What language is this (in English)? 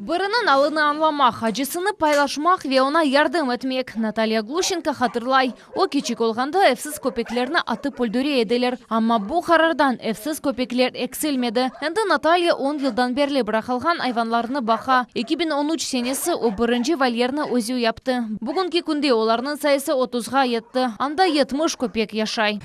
Crimean Tatar